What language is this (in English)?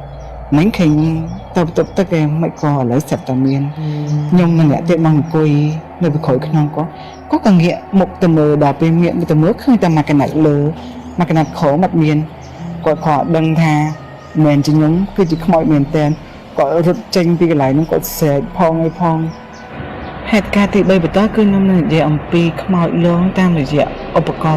Khmer